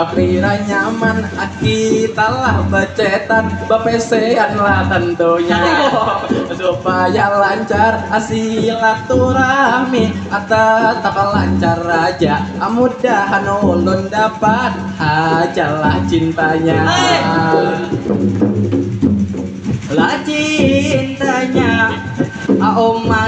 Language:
Banjar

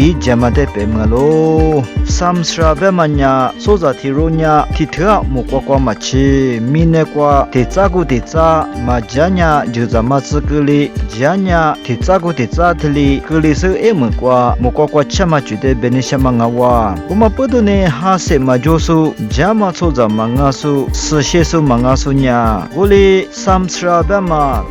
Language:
Lisu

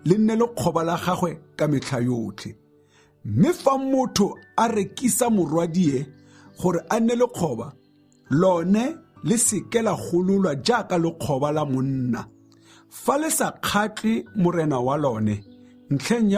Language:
Tswana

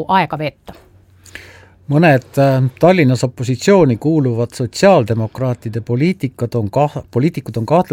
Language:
Estonian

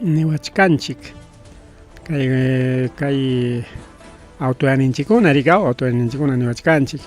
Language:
Ayacucho Quechua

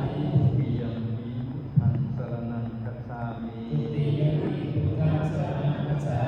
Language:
Pali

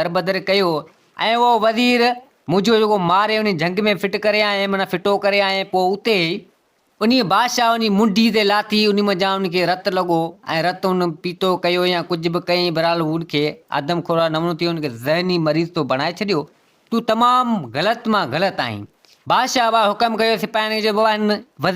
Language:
Sindhi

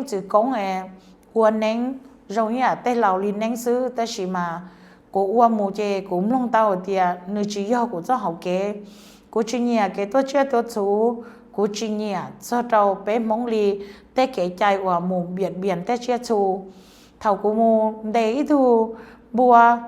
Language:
Hmong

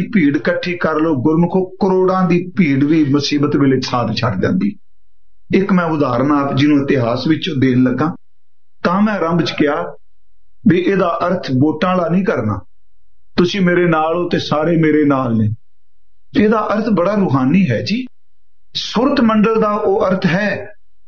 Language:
Punjabi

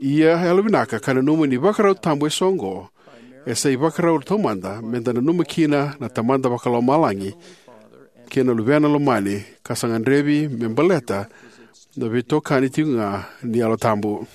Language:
Fijian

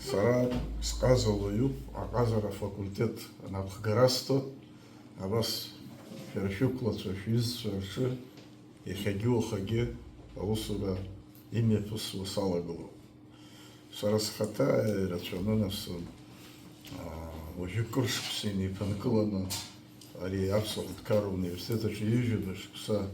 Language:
Abkhazian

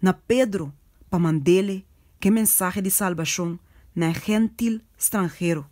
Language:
Papiamento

